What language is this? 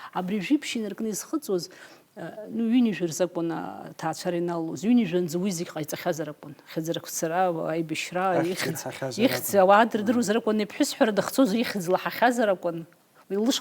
Abkhazian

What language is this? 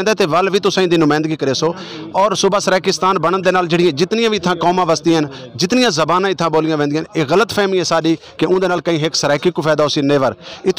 Saraiki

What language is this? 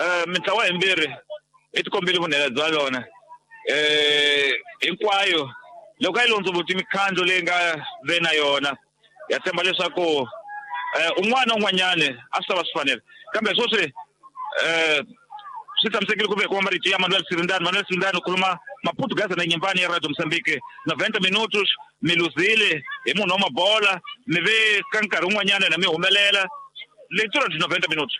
Tsonga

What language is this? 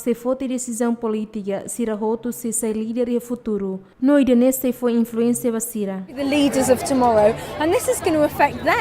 Tetum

